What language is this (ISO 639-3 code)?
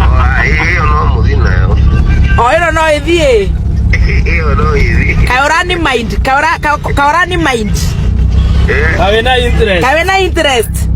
kik